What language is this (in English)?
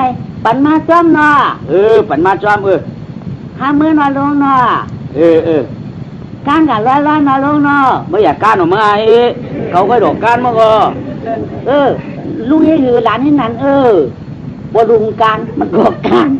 Shan